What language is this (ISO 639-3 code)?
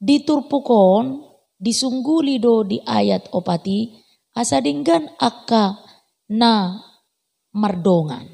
bbc